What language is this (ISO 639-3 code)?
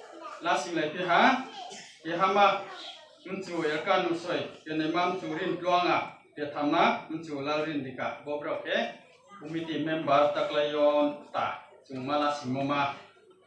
ria